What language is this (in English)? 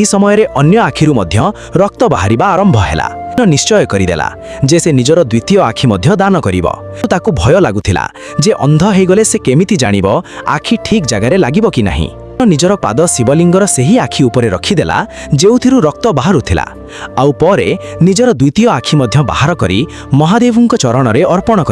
Odia